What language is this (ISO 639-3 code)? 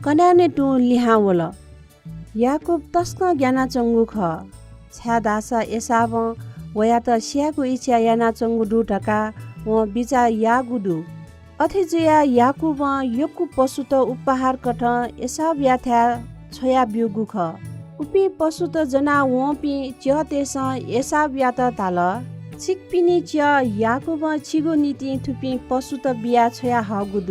new